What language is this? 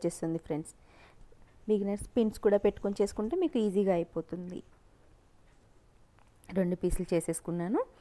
Telugu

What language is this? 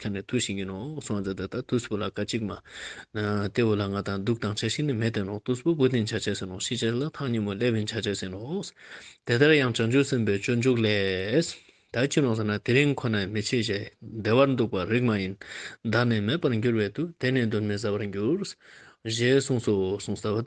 Ladakhi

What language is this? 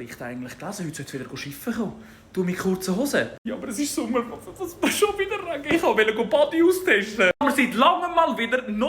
Swiss German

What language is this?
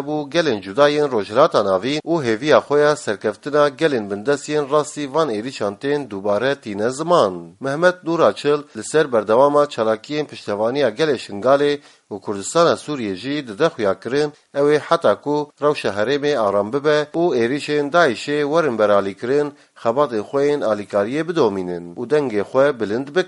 Kurdish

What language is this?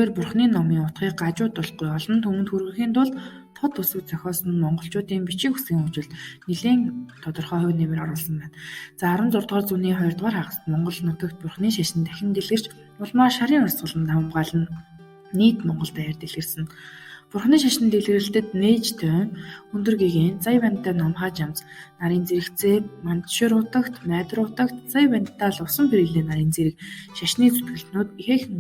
Mongolian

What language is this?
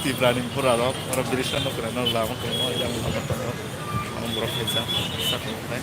Kok Borok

